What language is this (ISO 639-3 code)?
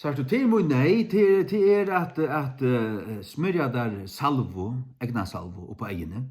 fao